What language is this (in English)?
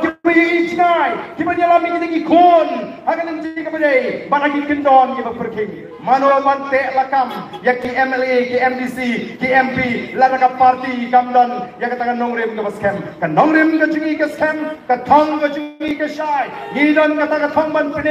Khasi